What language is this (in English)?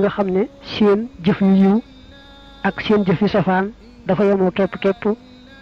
Wolof